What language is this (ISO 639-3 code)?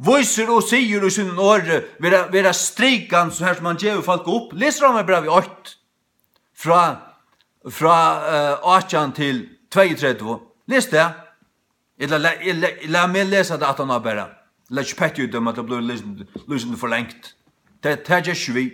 fao